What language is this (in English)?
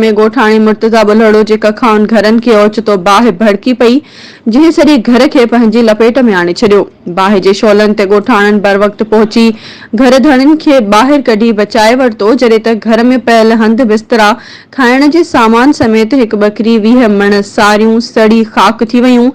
Sindhi